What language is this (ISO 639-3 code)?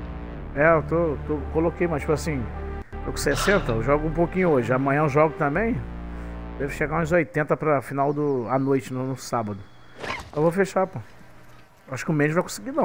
por